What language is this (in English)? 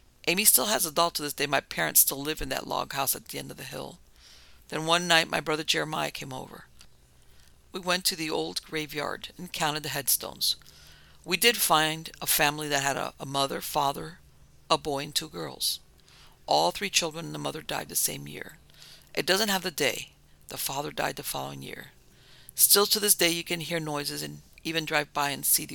English